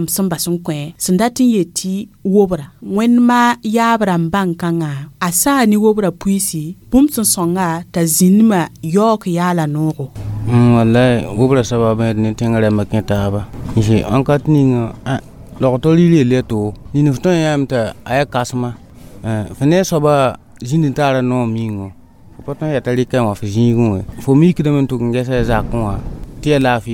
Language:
Mossi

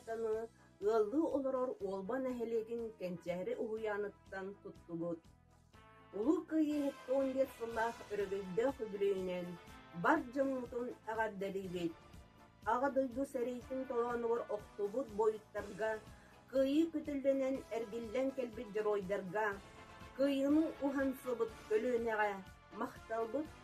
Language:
Yakut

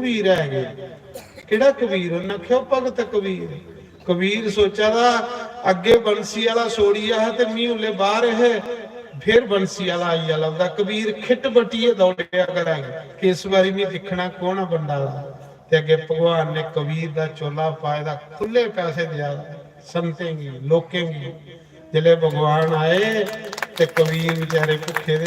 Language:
Dogri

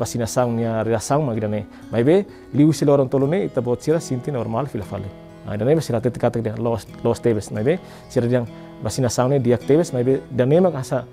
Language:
Tetum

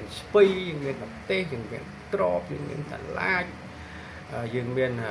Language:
Khmer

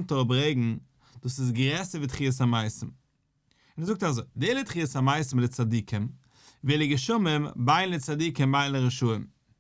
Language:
Yiddish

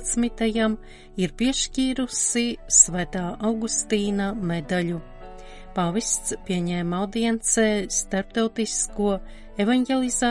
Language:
Latvian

